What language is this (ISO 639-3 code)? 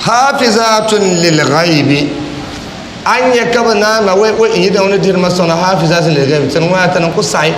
dag